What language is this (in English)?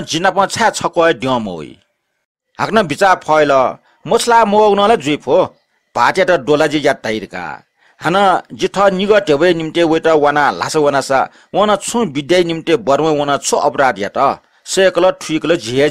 Newari